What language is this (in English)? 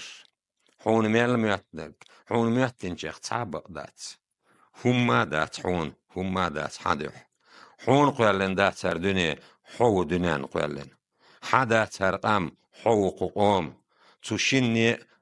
Chechen